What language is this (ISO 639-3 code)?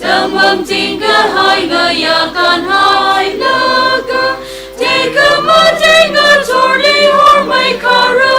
nmf